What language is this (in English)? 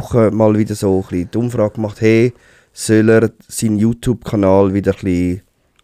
Swiss German